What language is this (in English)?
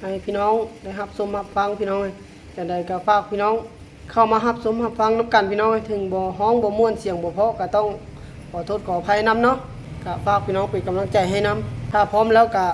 Lao